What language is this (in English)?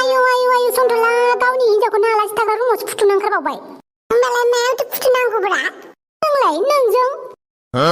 Bodo